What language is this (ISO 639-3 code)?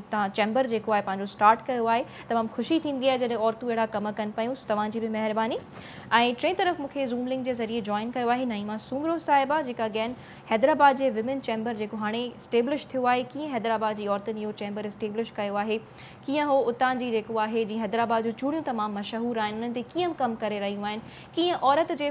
snd